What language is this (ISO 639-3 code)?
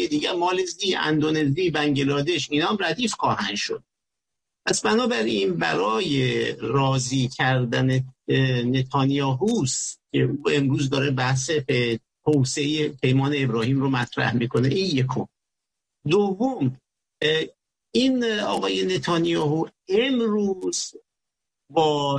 fas